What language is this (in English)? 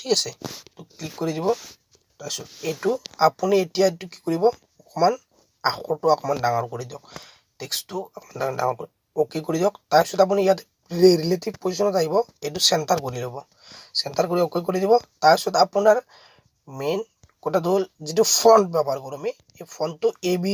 Assamese